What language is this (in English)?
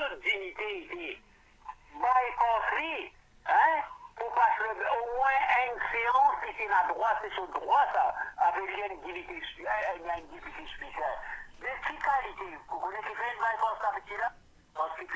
Morisyen